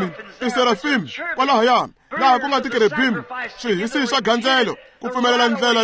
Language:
Tsonga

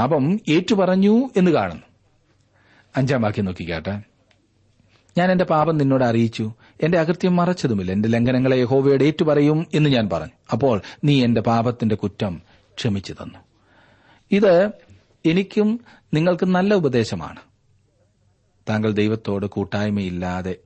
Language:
Malayalam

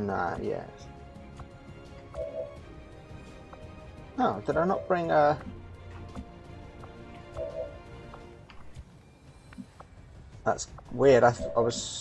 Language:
English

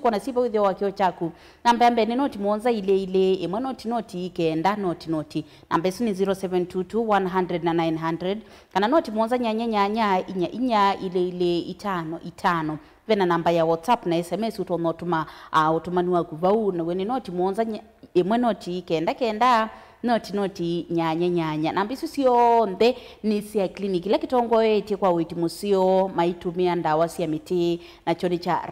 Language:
Kamba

